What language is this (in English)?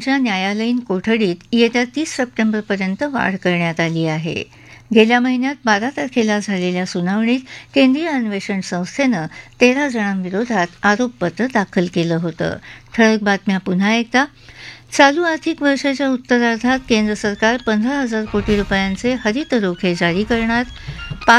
Marathi